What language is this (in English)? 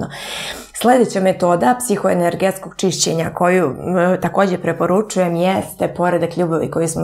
Serbian